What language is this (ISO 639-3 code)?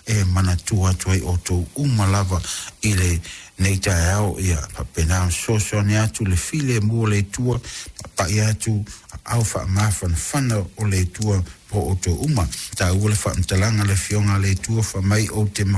smo